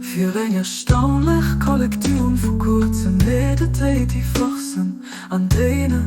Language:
Luxembourgish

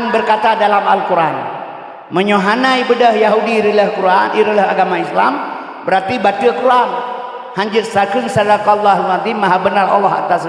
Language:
Achinese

